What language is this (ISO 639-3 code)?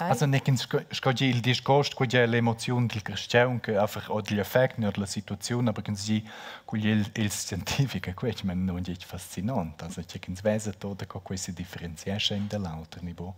roh